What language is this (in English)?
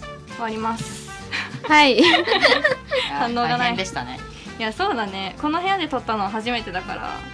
Japanese